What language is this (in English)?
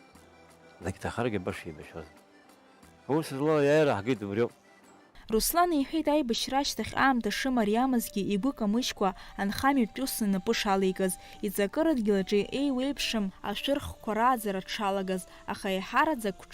Abkhazian